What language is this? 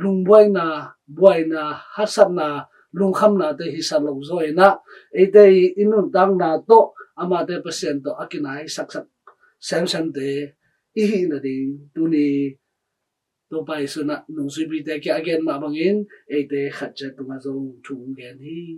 Tedim Chin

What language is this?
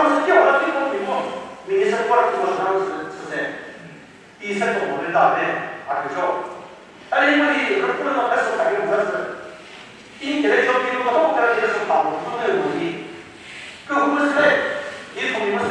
Chokri Naga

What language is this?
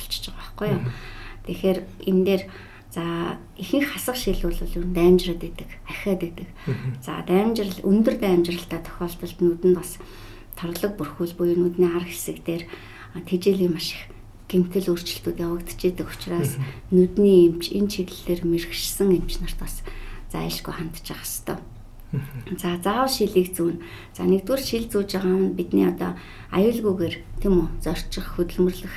Mongolian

